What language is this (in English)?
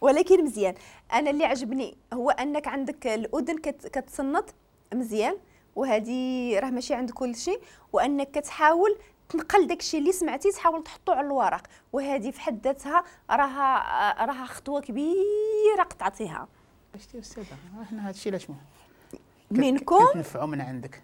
Moroccan Arabic